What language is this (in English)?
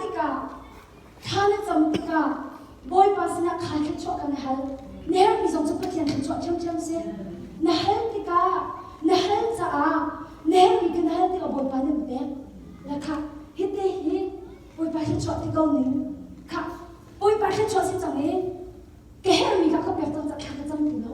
Hakha Chin